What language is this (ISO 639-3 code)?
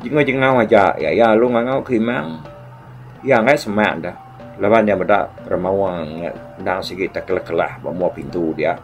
iba